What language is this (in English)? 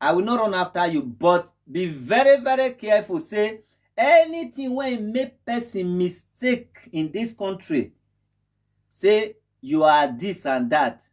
Nigerian Pidgin